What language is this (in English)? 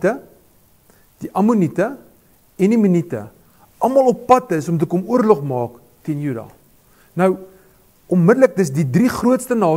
Afrikaans